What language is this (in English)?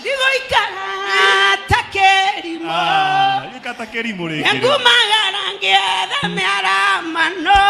Kikuyu